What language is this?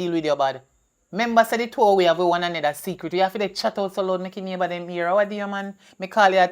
Jamaican Creole English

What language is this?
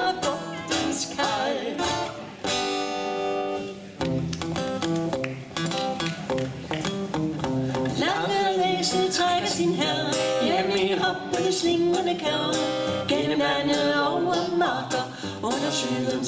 Danish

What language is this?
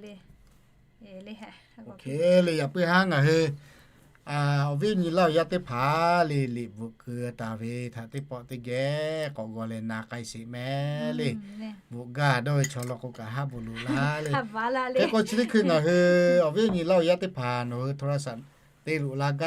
Lahu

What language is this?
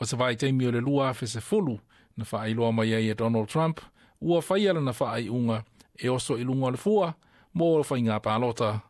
Samoan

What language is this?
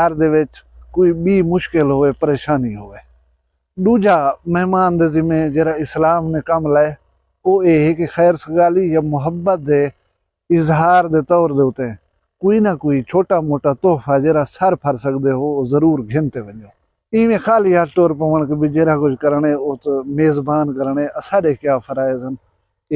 Saraiki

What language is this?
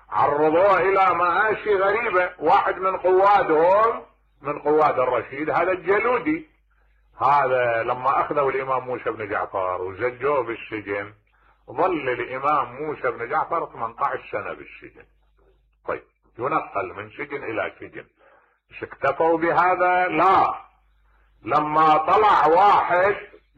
Mesopotamian Arabic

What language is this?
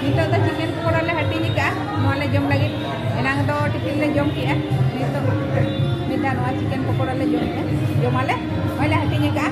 Santali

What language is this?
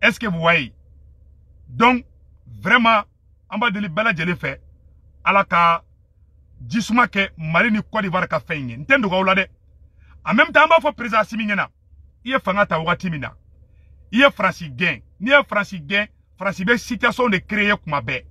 Bambara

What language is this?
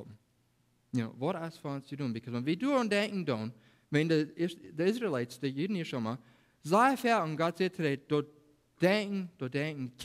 Plautdietsch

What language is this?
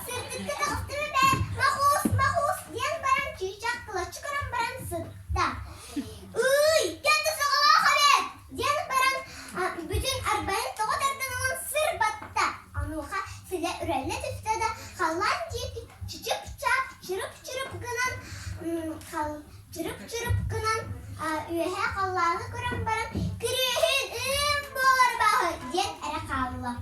Yakut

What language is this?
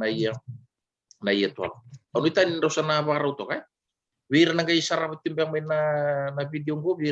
Fijian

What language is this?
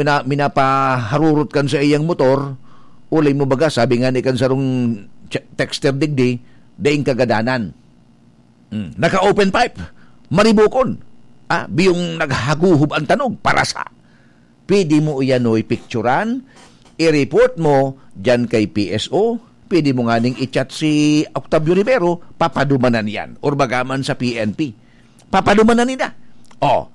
Bikol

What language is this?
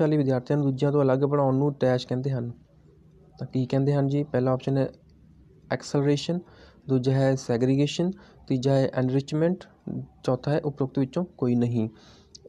Punjabi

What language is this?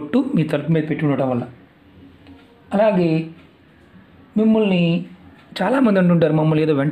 Telugu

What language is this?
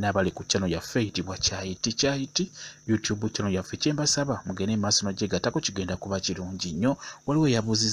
Ganda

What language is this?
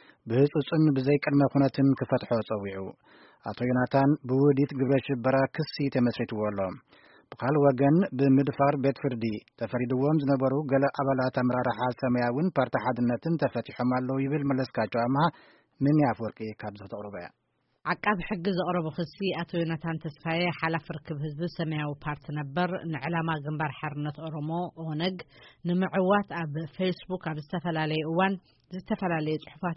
Tigrinya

